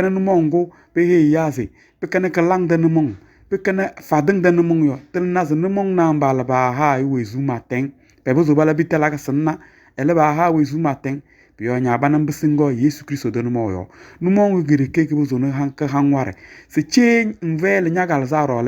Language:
Kabiyè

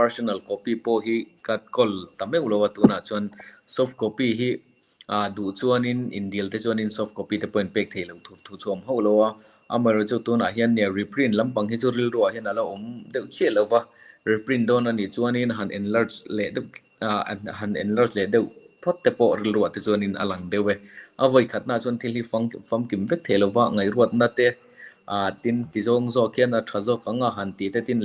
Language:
Mizo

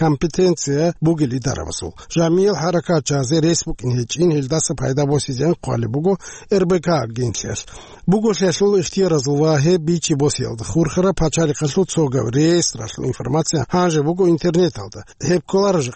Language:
Avaric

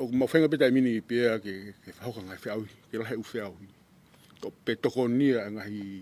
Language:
Tongan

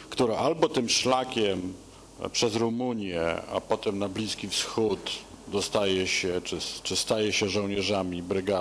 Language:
Polish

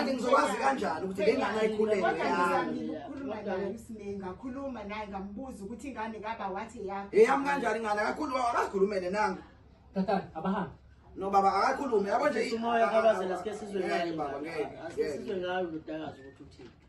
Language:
Zulu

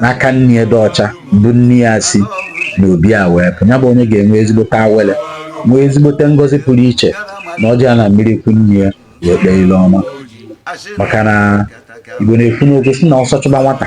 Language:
Igbo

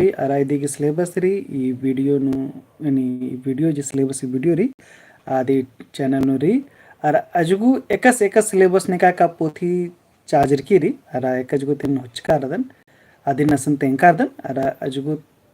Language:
Kurukh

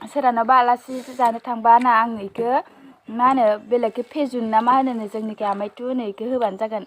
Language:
Bodo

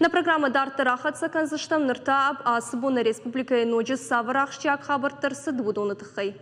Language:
Ossetic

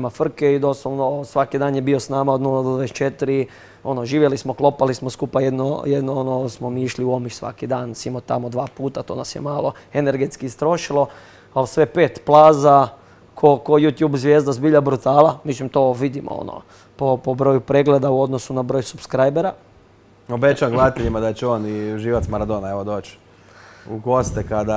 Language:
Croatian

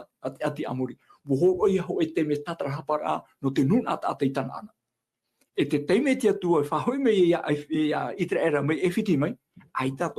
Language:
Tahitian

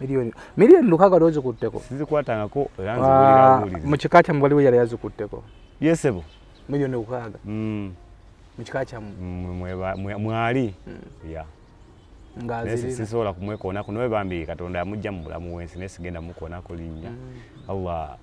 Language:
Ganda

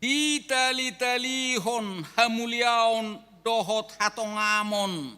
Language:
Batak Toba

